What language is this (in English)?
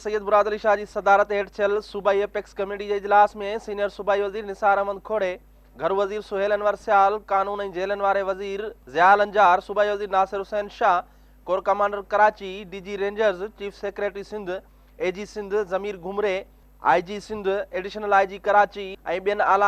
Sindhi